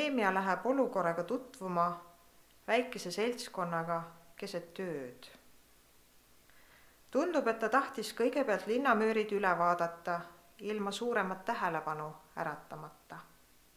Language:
Estonian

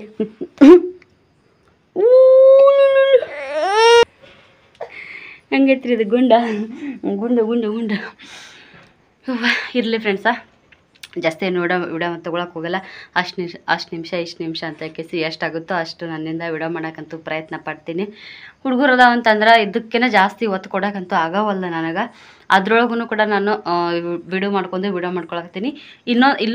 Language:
Kannada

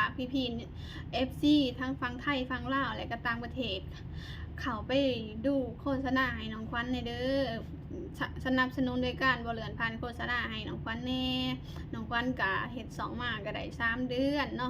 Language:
Lao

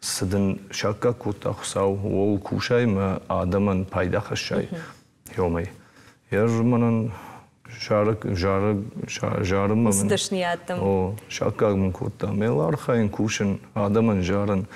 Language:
Ossetic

